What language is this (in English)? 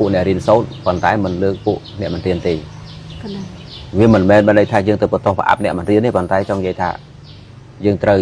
Khmer